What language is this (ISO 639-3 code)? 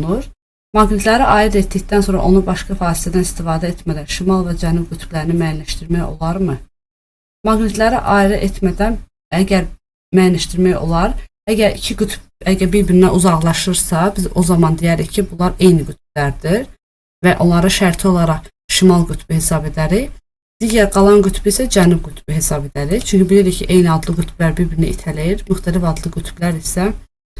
aze